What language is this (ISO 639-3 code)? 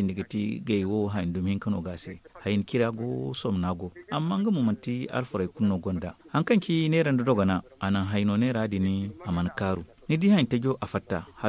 dje